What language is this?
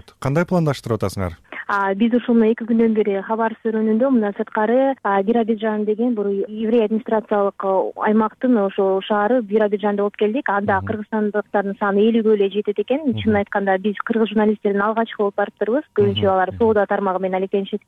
Kyrgyz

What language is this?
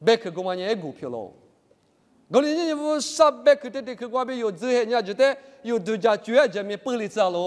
Lisu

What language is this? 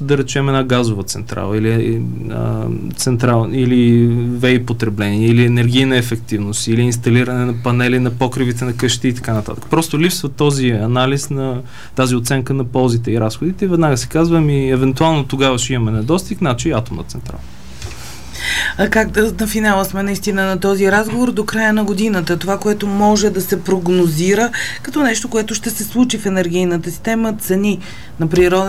Bulgarian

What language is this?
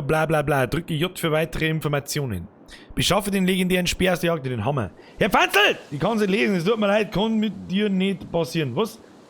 Bavarian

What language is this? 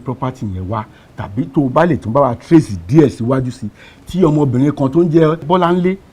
Yoruba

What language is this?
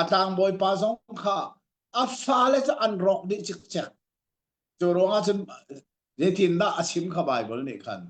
Hakha Chin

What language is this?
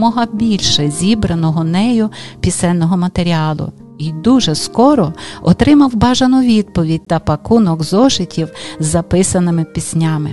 Ukrainian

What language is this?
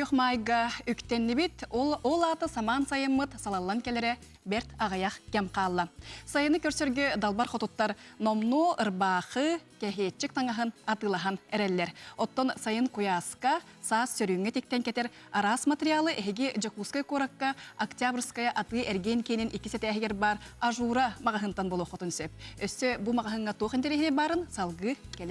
Yakut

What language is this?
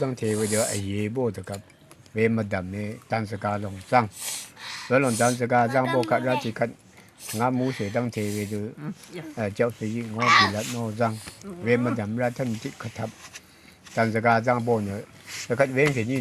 Rawang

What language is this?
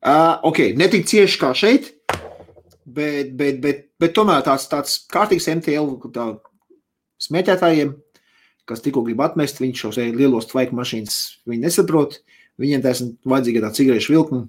Latvian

